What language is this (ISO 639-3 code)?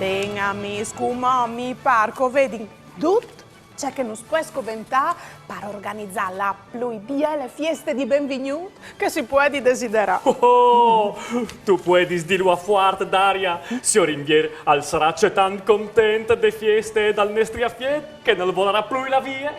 fur